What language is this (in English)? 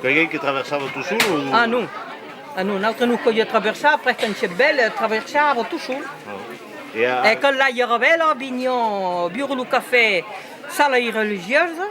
Occitan